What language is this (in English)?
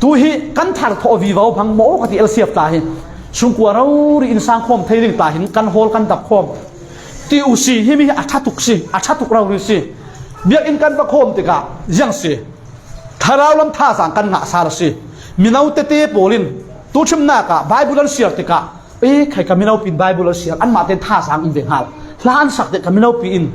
Falam Chin